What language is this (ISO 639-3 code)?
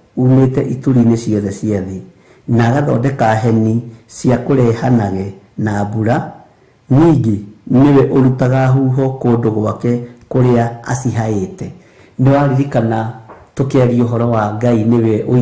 kik